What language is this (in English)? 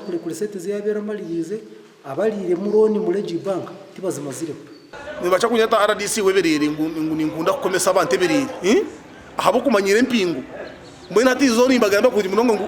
Nyankole